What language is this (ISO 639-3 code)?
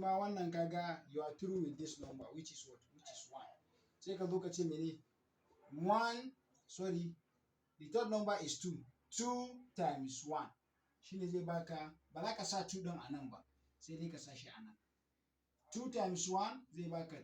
hau